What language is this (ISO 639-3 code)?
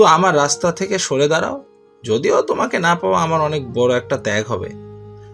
ben